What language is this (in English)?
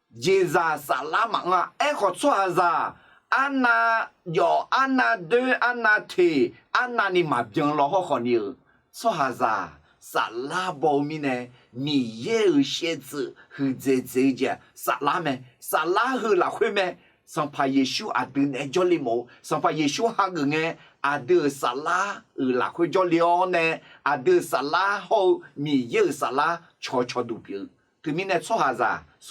Akha